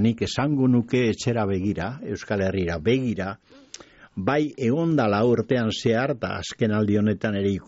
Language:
Basque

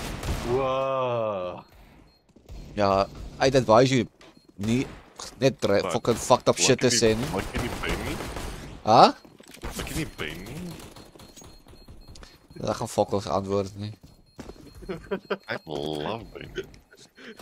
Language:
Afrikaans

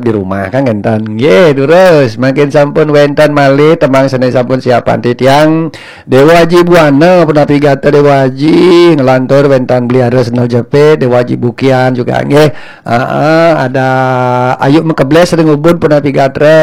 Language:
Balinese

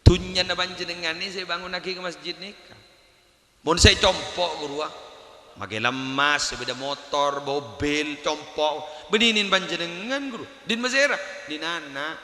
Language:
Madurese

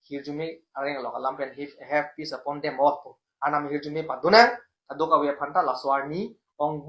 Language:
Karbi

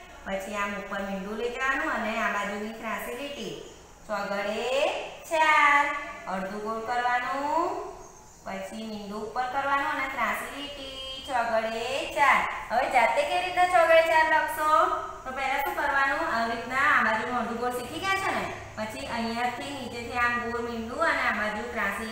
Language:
Gujarati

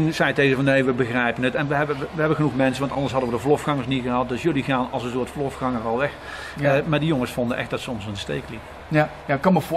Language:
Dutch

